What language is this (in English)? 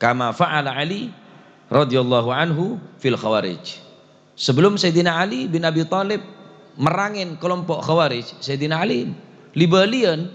Madurese